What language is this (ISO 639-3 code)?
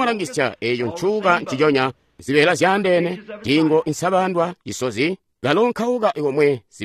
toi